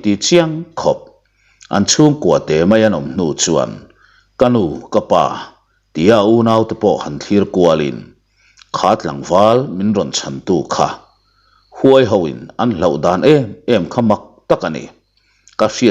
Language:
Mizo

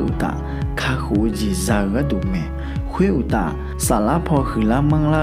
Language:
Akha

